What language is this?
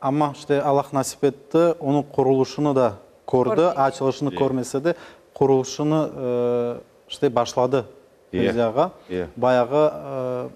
Crimean Tatar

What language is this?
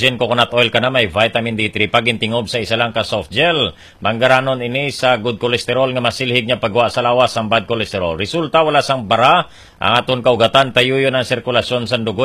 Hiligaynon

